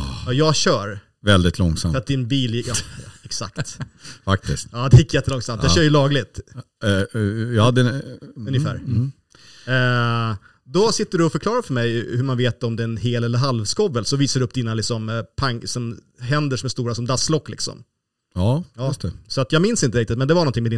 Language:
Swedish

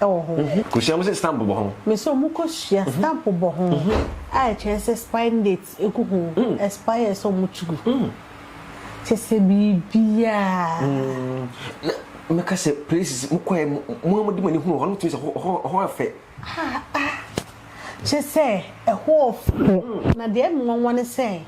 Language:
Akan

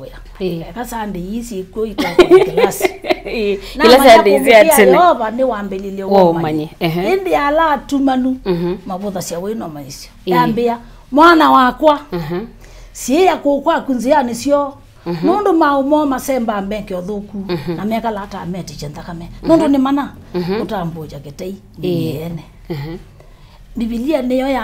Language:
Kamba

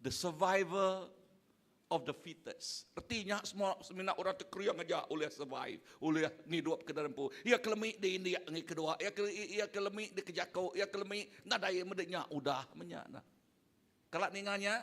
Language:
Iban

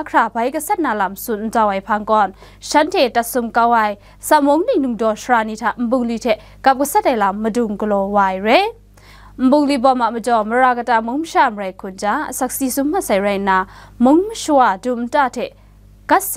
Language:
Kachin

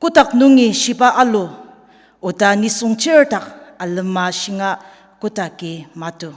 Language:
Ao Naga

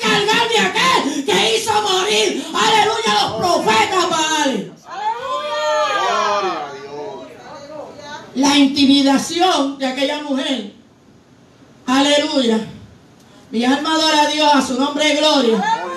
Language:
Spanish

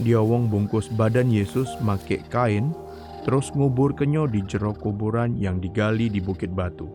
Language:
Musi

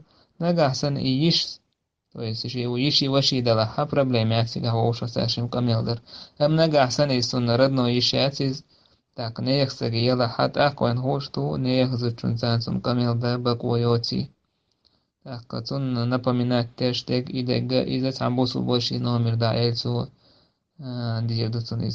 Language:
Chechen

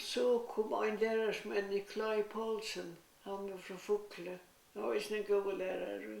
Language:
Faroese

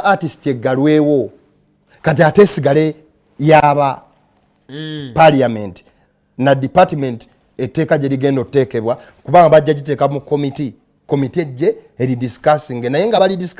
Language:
Ganda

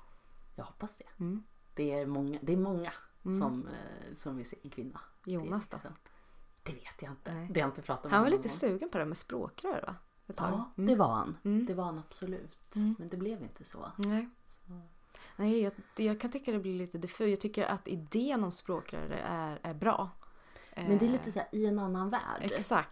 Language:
Swedish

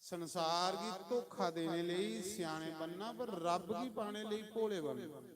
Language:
Dogri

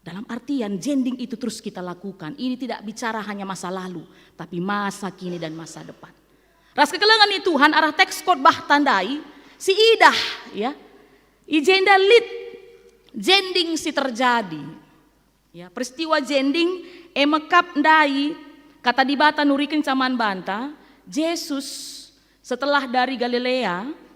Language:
Batak Karo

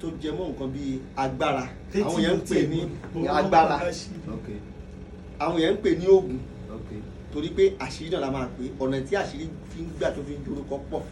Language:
Yoruba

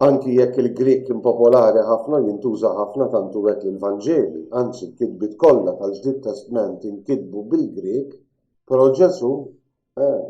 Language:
Maltese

